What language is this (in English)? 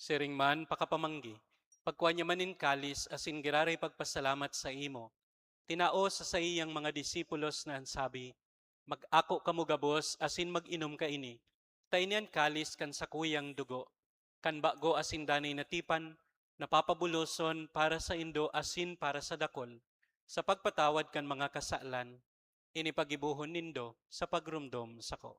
Bikol